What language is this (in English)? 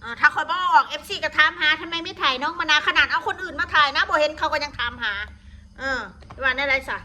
Northeastern Thai